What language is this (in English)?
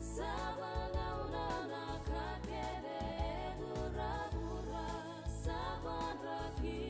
Fijian